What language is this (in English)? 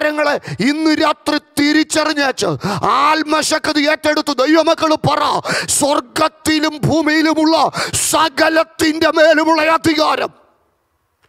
Malayalam